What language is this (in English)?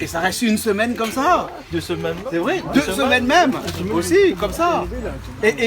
Réunion Creole French